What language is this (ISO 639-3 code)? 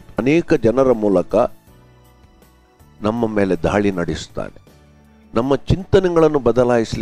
kan